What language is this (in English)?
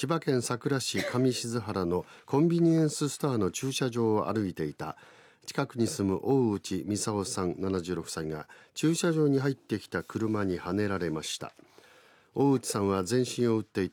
Japanese